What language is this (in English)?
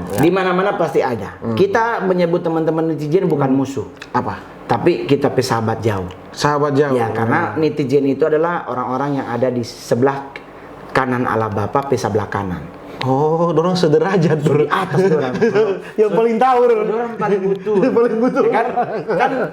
Manado Malay